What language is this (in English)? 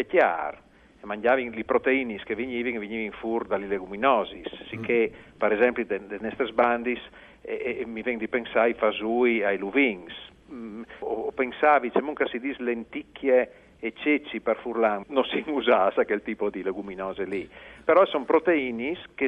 Friulian